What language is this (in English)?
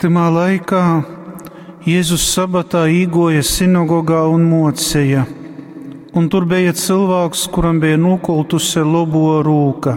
Latgalian